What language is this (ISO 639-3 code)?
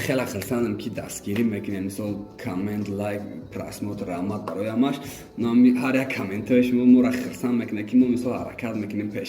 tgk